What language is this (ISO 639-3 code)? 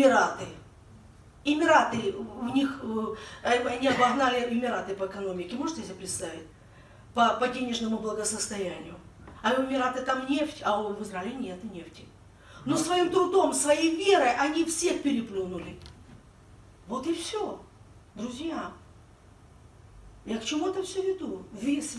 rus